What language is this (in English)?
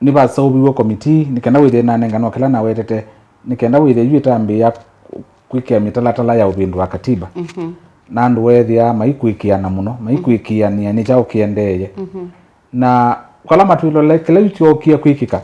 Kamba